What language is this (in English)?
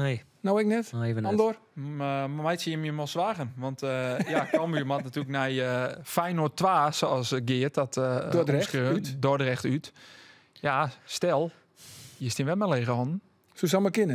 Western Frisian